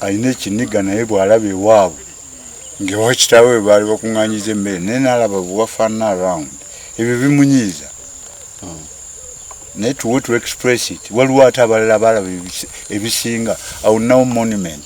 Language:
Ganda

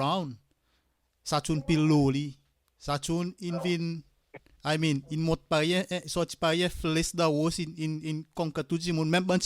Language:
Seselwa Creole French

